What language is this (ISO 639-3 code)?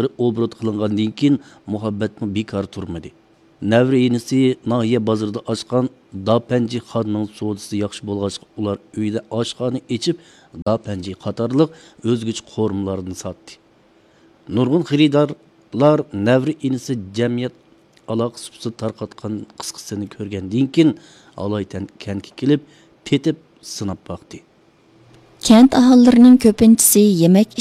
uig